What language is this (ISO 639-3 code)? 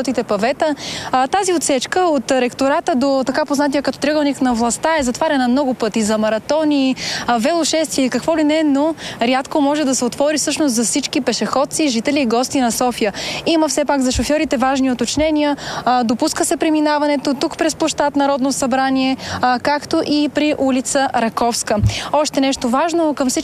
bul